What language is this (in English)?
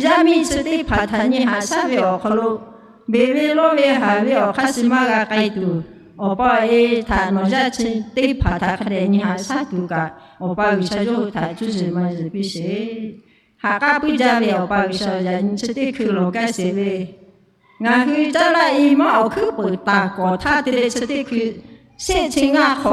Lahu